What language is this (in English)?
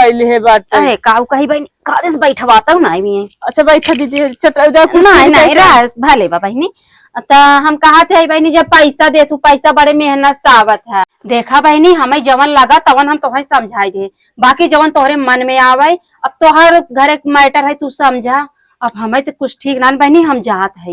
Awadhi